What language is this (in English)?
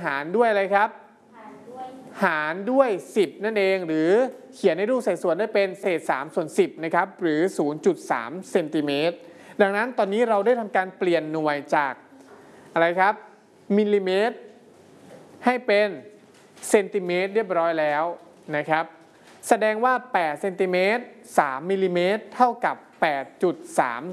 Thai